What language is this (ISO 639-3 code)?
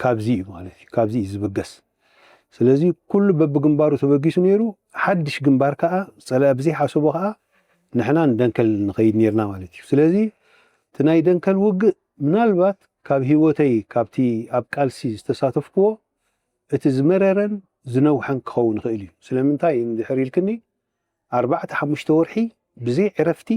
tir